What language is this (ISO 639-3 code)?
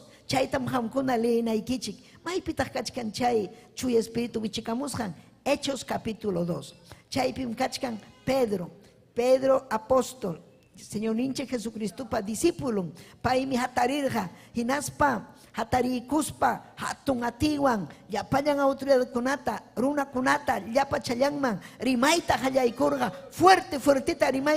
quy